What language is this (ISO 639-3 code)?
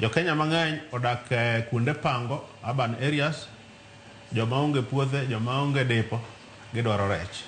luo